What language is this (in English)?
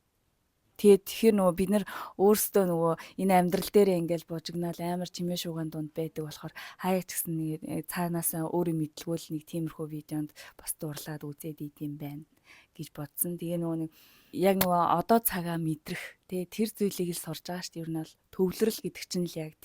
Mongolian